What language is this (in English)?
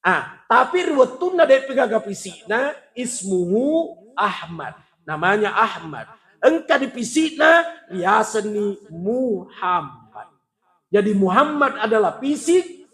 Buginese